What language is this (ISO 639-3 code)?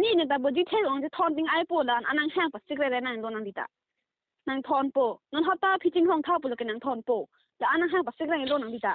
mjw